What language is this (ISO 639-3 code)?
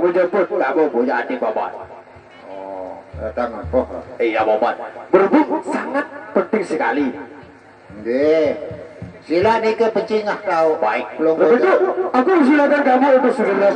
sas